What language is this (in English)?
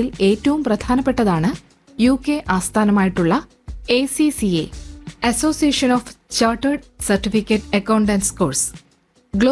Malayalam